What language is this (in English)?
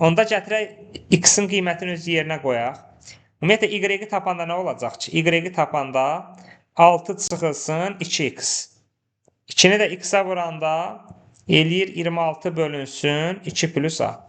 Azerbaijani